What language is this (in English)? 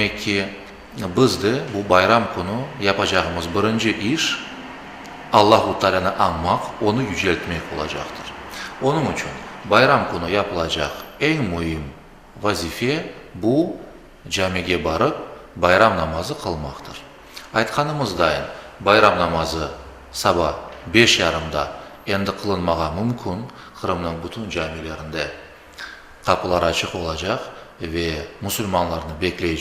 Crimean Tatar